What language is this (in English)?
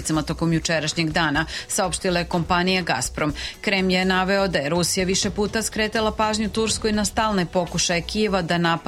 Serbian